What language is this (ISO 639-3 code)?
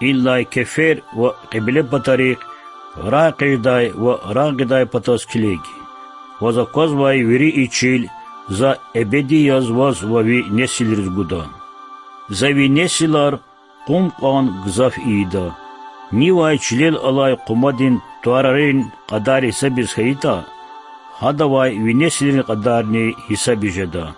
lez